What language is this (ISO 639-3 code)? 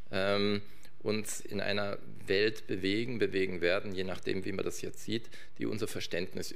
deu